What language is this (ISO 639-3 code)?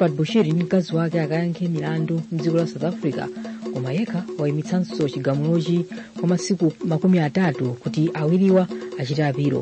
nya